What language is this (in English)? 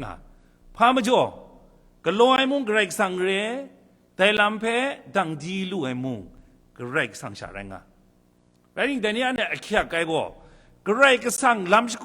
Kachin